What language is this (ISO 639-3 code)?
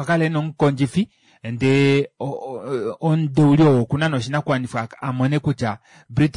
kua